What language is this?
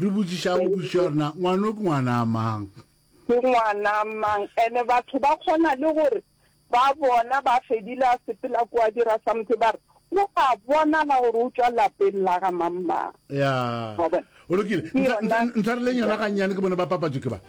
Northern Sotho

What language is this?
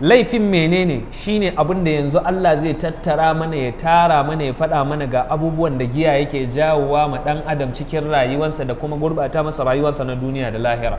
Hausa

